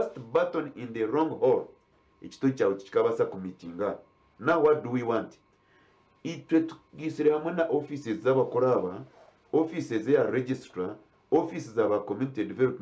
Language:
Nyankole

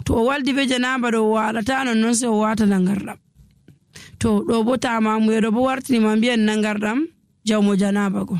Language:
Nigerian Fulfulde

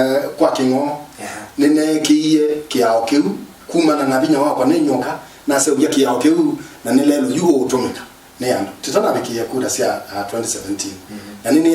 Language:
Kamba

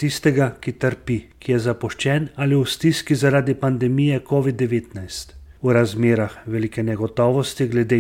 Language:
Slovenian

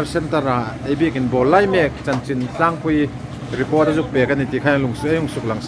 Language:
Hmar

